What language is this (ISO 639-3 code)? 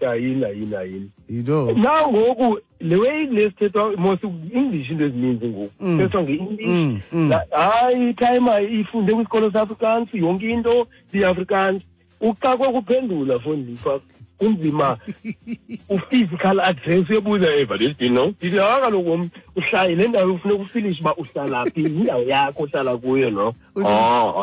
xho